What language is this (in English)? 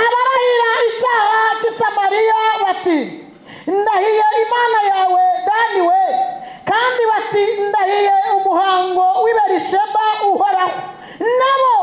Kinyarwanda